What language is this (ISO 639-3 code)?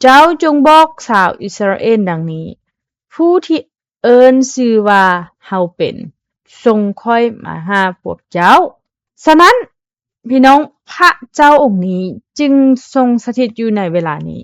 lao